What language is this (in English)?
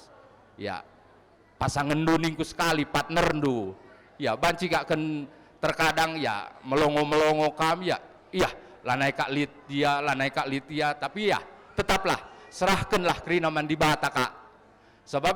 Batak Karo